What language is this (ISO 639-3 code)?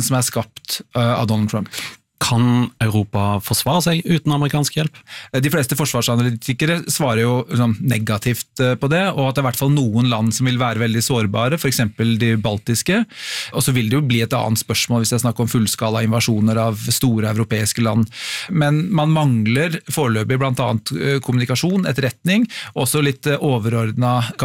nor